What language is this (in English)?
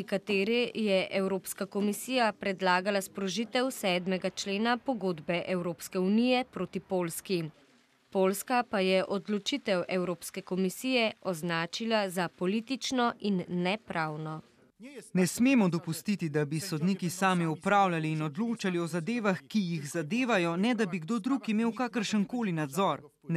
Slovenian